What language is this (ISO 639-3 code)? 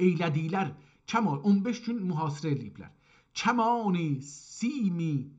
azb